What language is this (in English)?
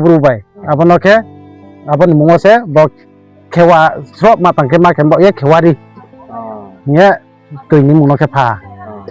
Riang (India)